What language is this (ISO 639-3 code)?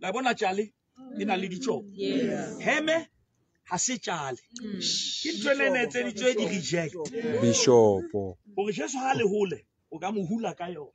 sot